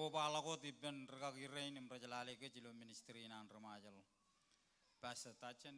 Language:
Marshallese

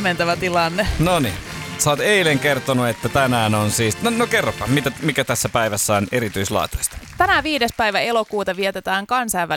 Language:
Finnish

